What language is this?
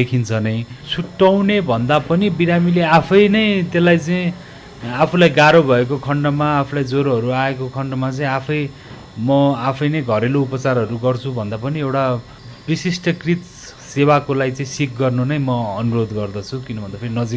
Nepali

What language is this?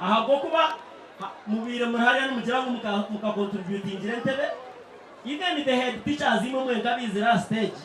Nyankole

